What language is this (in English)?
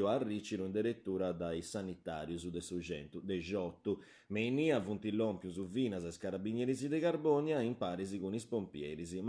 Sardinian